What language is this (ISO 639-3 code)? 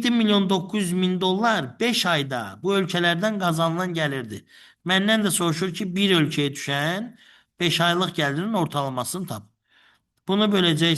aze